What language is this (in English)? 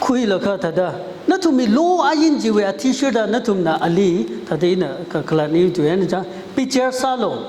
Tangkhul Naga (India)